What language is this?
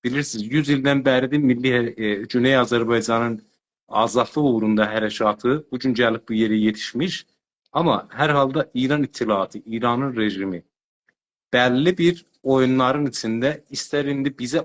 South Azerbaijani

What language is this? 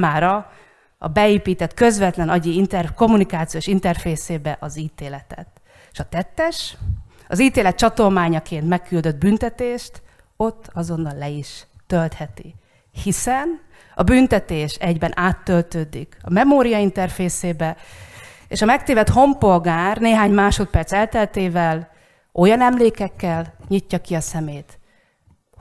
Hungarian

